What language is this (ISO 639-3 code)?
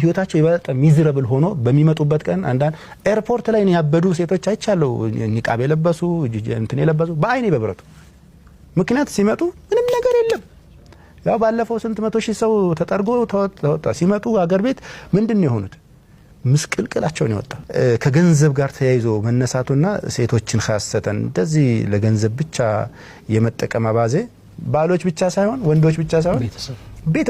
amh